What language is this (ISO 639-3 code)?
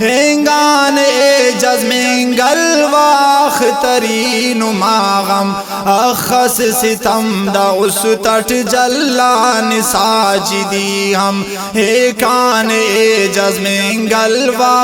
brh